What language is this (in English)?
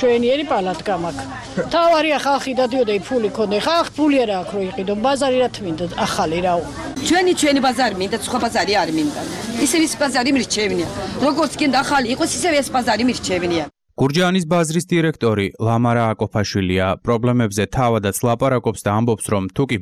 Georgian